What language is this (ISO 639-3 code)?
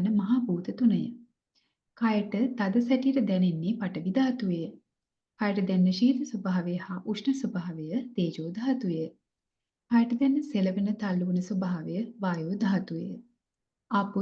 sin